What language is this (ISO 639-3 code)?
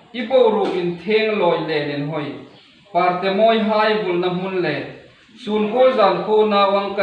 hmr